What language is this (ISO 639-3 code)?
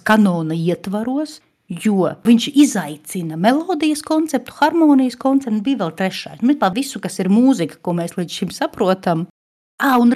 lav